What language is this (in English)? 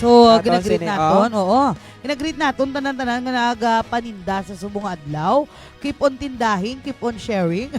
Hiligaynon